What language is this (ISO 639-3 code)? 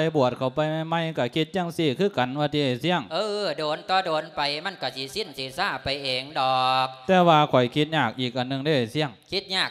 lao